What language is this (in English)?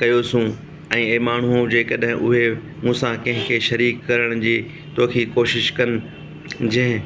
Sindhi